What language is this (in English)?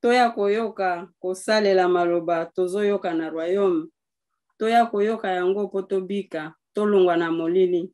Lingala